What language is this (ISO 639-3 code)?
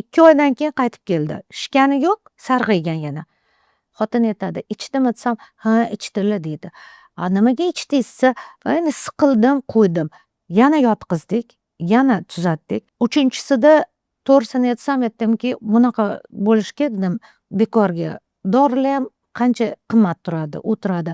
uzb